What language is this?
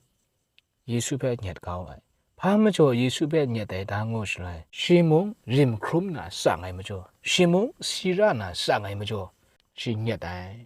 Kachin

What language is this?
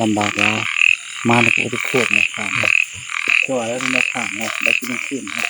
Northeastern Thai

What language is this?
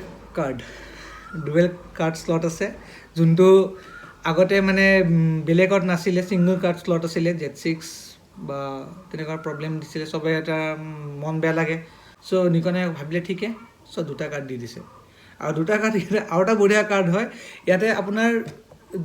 Assamese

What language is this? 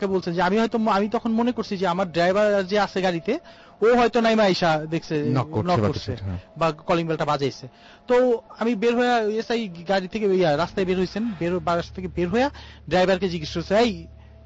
Bangla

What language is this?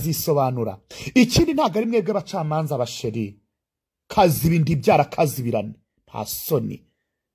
Kinyarwanda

